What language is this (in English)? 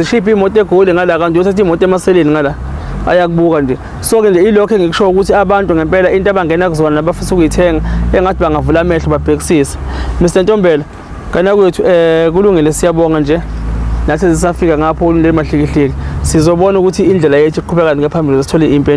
Zulu